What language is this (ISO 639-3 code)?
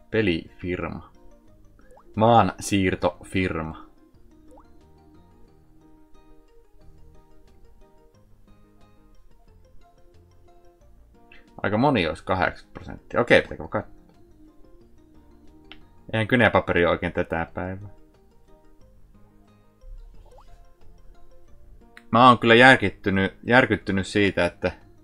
fin